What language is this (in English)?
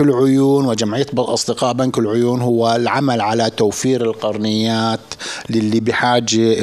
North Levantine Arabic